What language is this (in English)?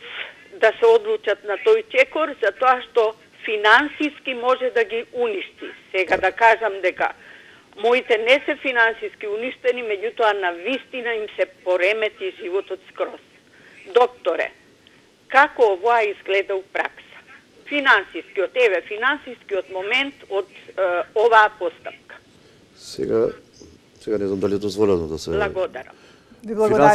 Macedonian